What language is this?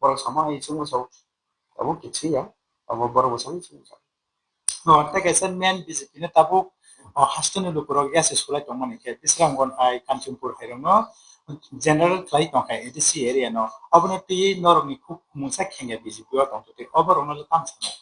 Kok Borok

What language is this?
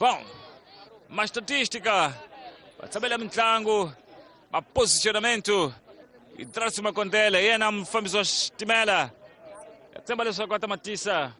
Tsonga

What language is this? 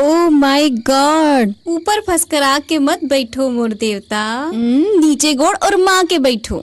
Chhattisgarhi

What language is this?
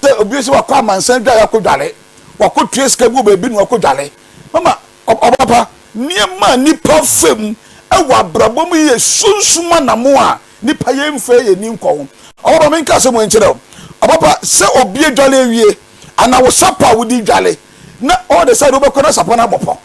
Akan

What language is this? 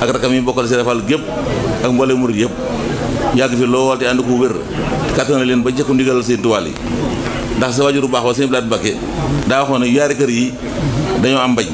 Wolof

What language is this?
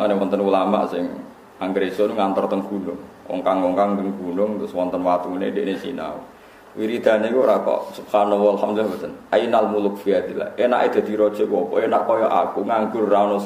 Javanese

